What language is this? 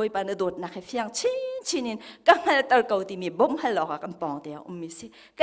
Hakha Chin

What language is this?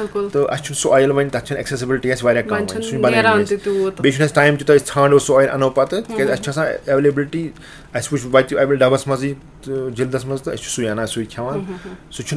Kashmiri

